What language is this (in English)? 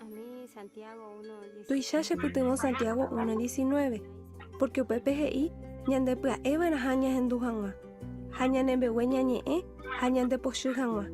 Guarani